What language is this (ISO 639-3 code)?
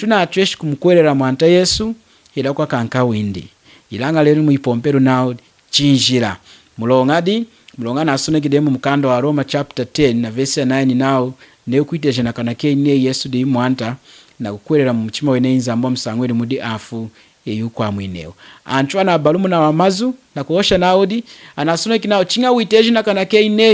lun